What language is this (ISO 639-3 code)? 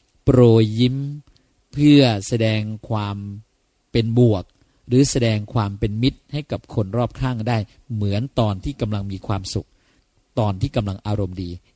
tha